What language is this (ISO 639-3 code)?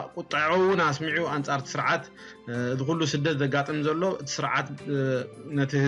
tir